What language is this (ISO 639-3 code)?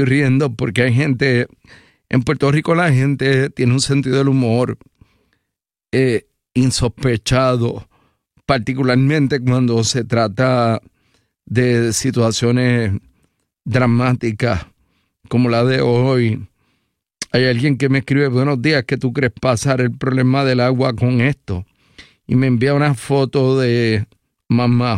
spa